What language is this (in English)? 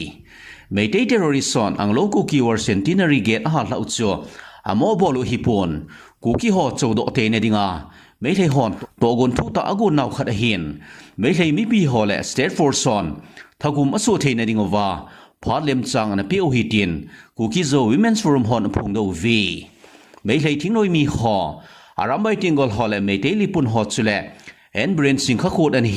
Thado Chin